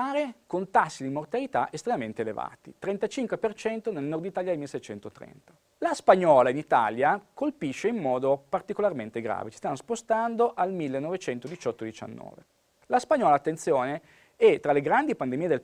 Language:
Italian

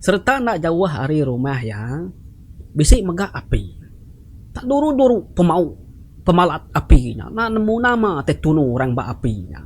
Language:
Iban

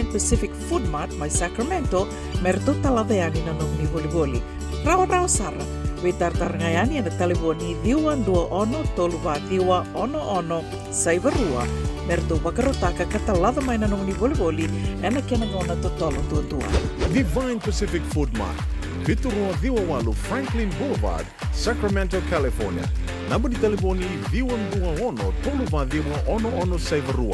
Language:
Fijian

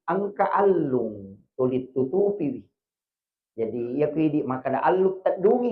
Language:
Buginese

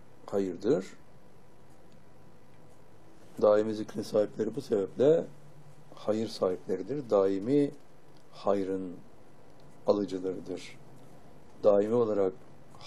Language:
Turkish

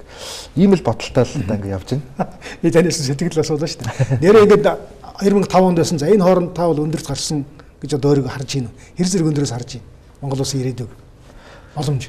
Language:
Mongolian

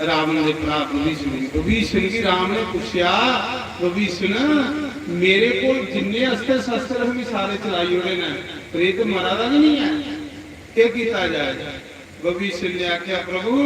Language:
Dogri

